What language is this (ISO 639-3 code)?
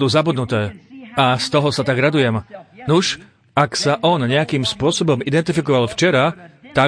slk